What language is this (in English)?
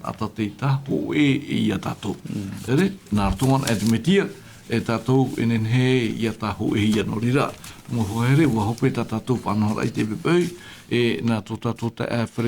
Tahitian